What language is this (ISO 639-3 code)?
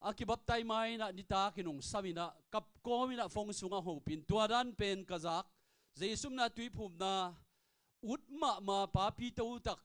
ctd